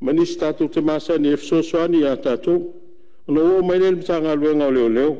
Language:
Samoan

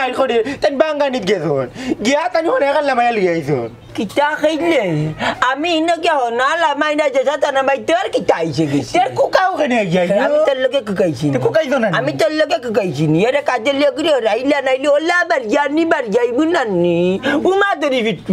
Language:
Sylheti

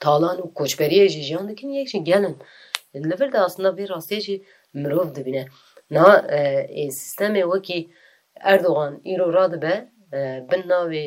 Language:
Kurdish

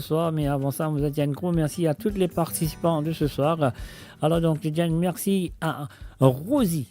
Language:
Morisyen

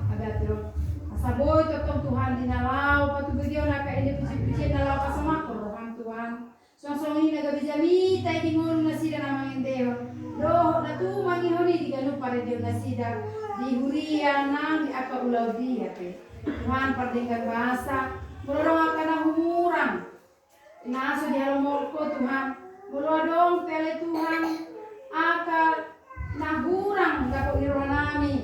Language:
Batak Toba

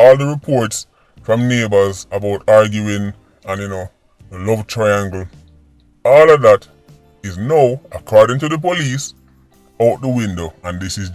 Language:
Jamaican Creole English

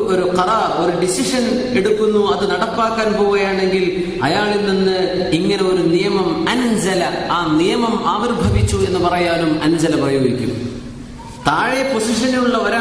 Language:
Malayalam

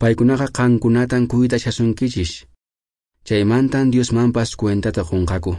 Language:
Quechua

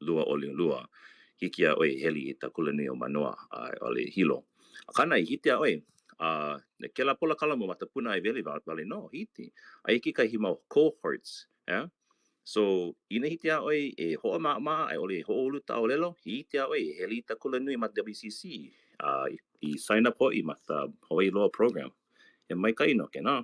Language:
Hawaiian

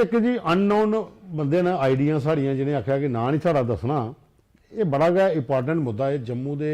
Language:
Dogri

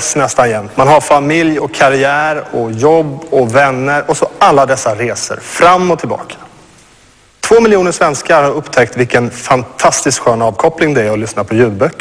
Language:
Swedish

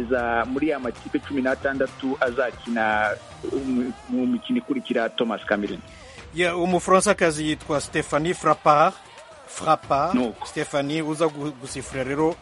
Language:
Kinyarwanda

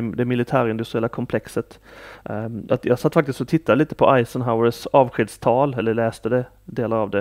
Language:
Swedish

